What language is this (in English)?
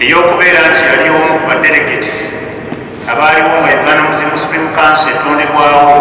Ganda